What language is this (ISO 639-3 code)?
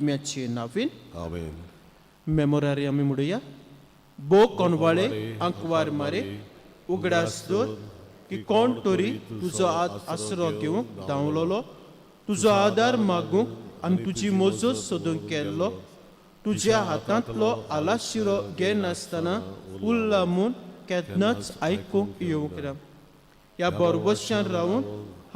kok